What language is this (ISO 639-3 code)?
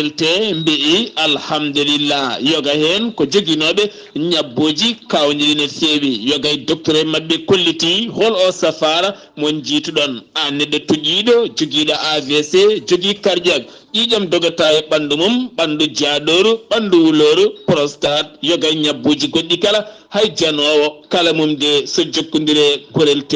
ful